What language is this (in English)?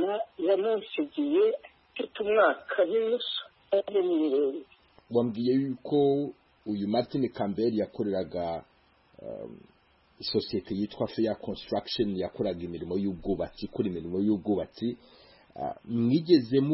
Kinyarwanda